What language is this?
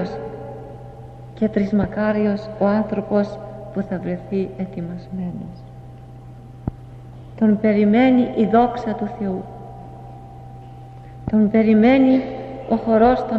Greek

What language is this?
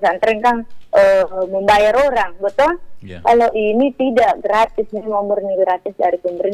Indonesian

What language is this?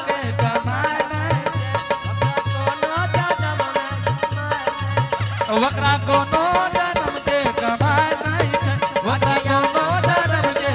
Angika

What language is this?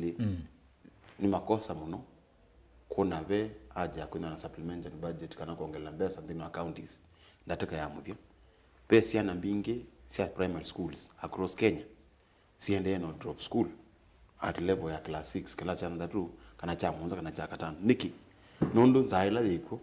Kamba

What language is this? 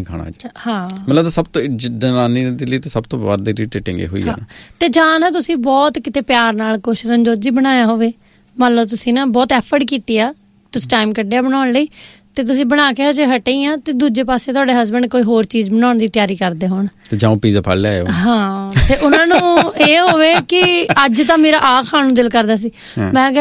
Punjabi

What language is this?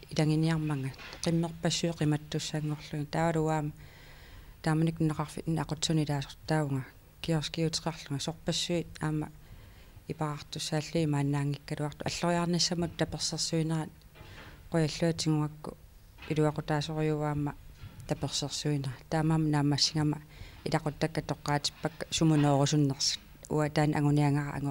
Kalaallisut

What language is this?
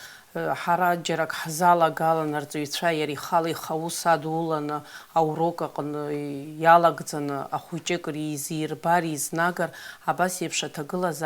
Abkhazian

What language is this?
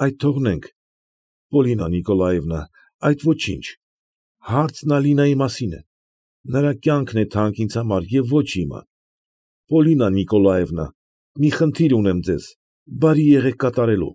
Armenian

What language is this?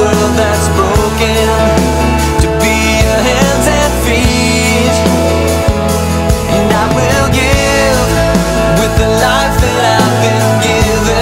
English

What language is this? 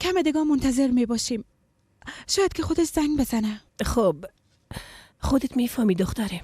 Persian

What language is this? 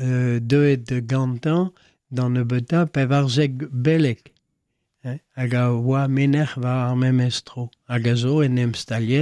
Breton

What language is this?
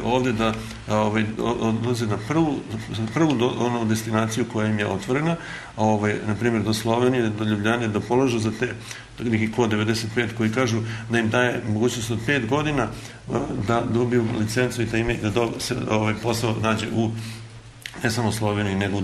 Serbian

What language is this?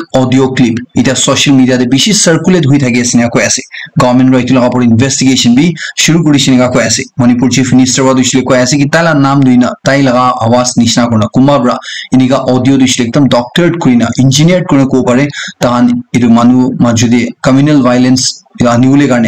Naga Pidgin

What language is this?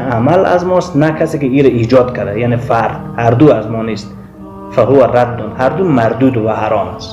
Persian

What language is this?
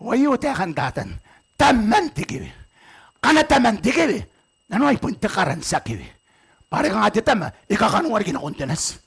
Gilbertese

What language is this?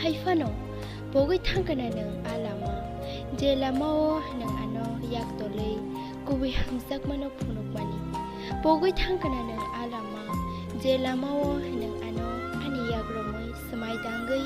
Kok Borok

